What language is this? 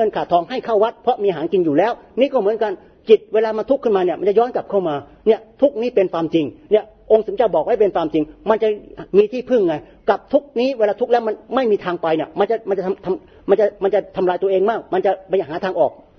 Thai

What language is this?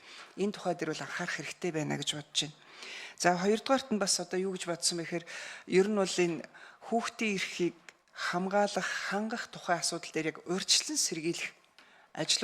Mongolian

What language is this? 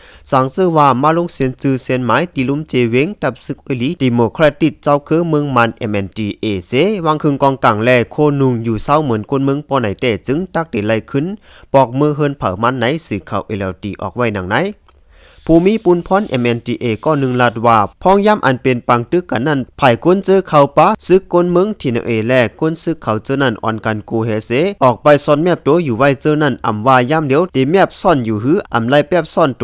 Shan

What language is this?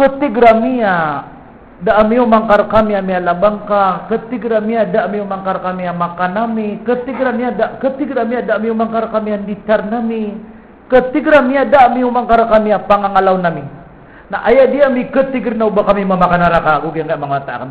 Maranao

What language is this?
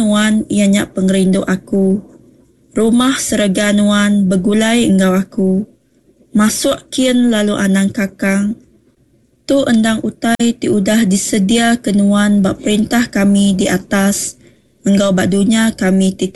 Iban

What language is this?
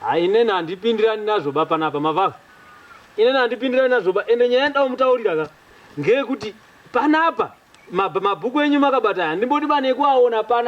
Shona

